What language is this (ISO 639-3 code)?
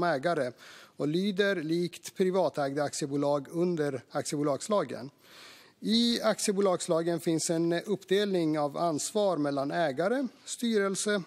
swe